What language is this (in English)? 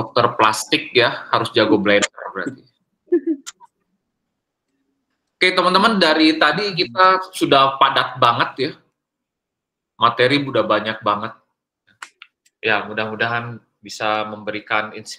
Indonesian